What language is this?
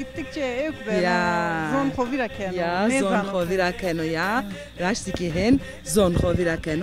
Zaza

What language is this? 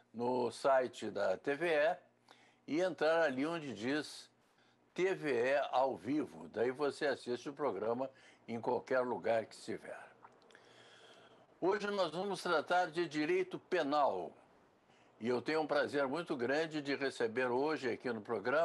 Portuguese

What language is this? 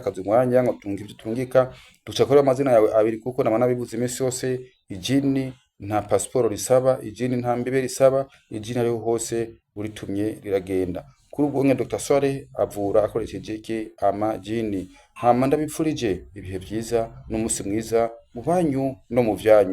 Rundi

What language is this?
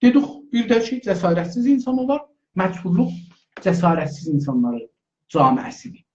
South Azerbaijani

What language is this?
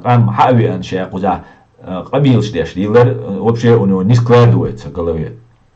Chechen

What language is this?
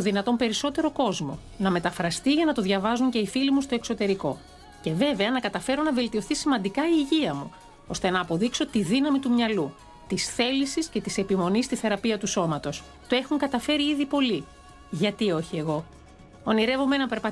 Greek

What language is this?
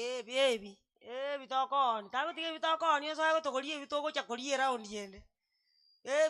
Gusii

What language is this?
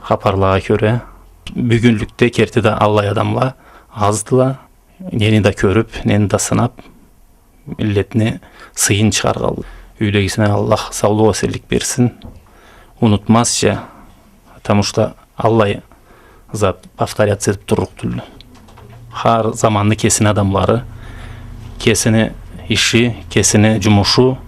Karachay-Balkar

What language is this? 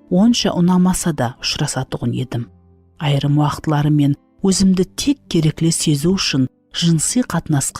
Kara-Kalpak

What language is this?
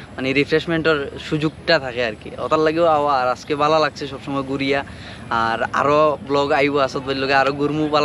Sylheti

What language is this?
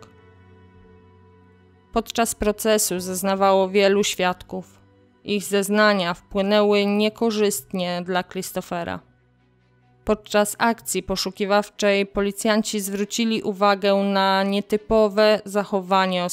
Polish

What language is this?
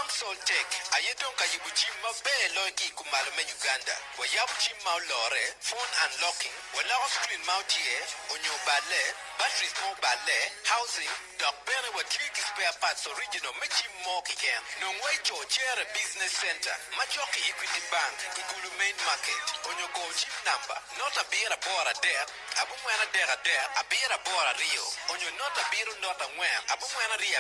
Acoli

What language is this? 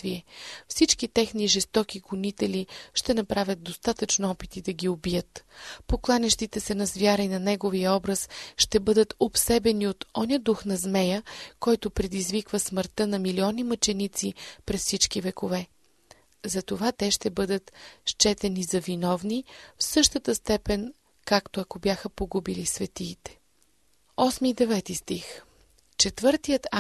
Bulgarian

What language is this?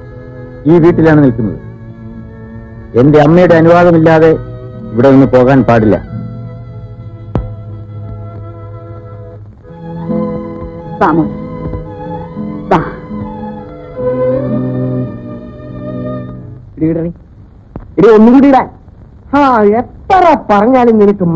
Malayalam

